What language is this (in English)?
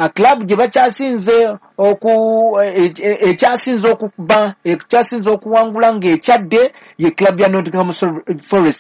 Ganda